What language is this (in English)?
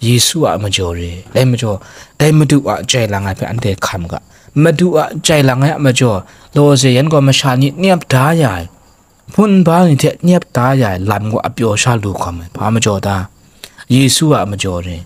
Kachin